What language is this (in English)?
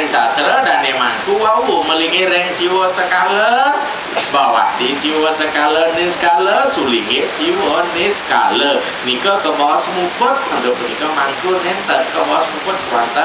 Balinese